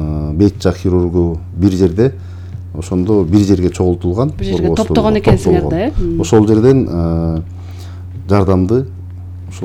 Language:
Kyrgyz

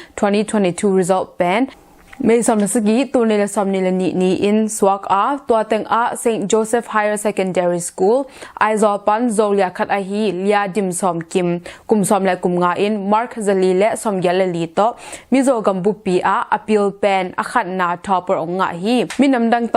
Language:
Tedim Chin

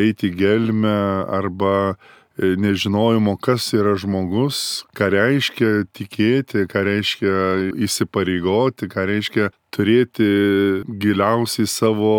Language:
Lithuanian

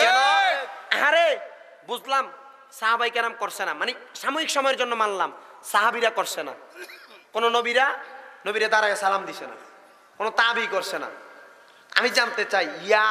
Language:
Sylheti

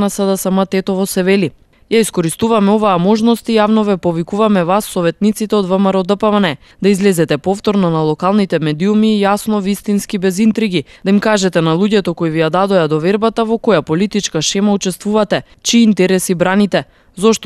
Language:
Macedonian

